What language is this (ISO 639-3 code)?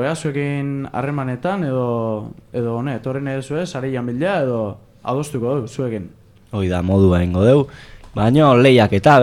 eus